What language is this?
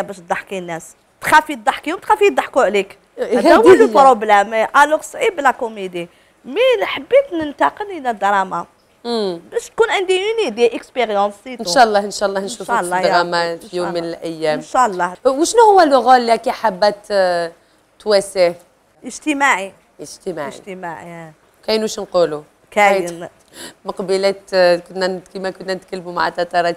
Algerian Arabic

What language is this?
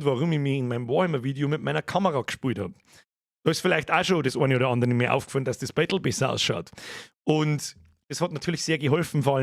Bavarian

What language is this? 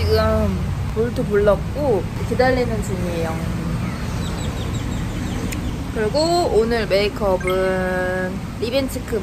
Korean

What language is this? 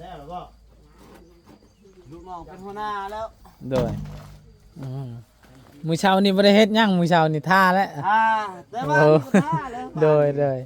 Lao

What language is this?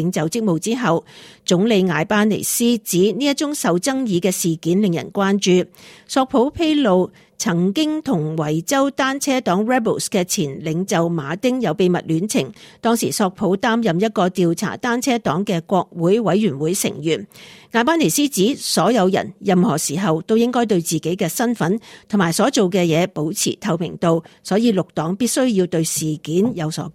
Cantonese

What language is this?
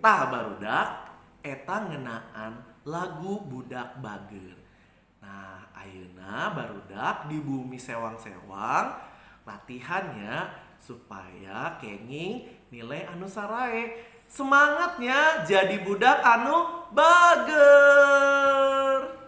Sundanese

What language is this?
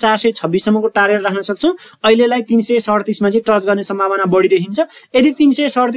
Nepali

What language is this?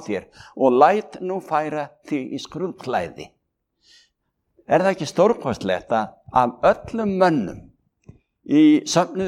Icelandic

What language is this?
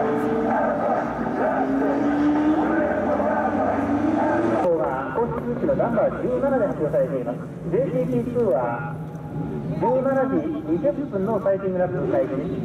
Japanese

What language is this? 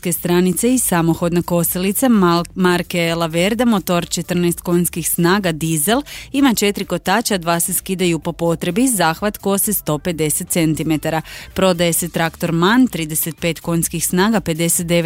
Croatian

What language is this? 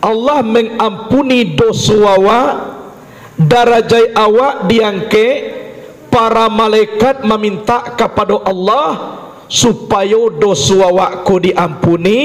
Minangkabau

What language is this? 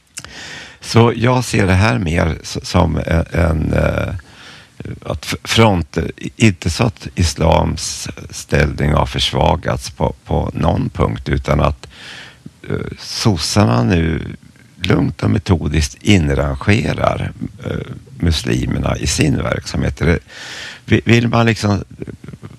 Swedish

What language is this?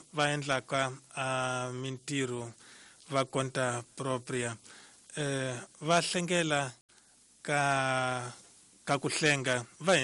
Tsonga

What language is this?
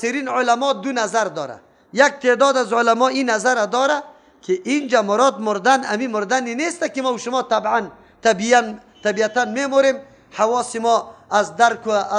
Persian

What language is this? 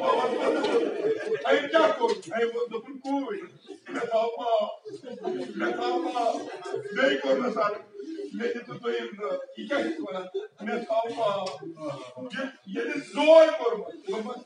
Kashmiri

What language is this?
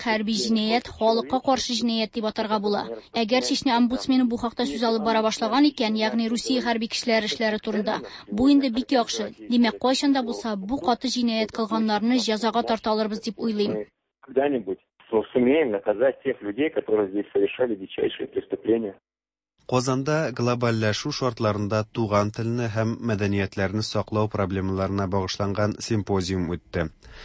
Tatar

